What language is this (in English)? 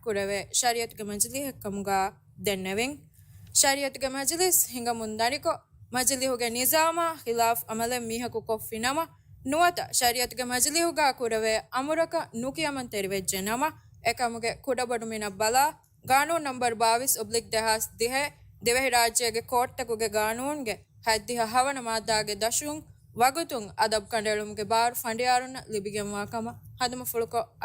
Divehi